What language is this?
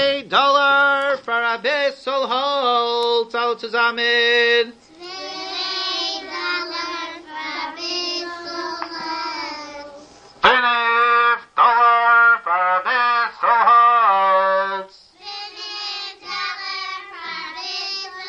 Yiddish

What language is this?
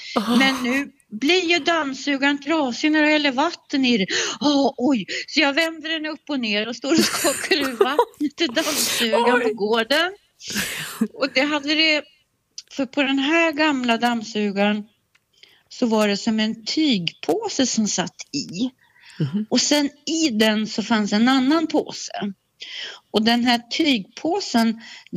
Swedish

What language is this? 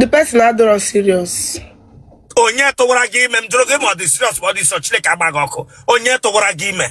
Igbo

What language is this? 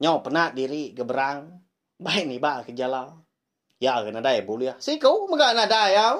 Iban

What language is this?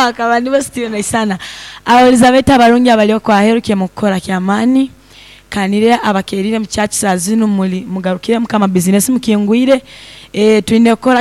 Nyoro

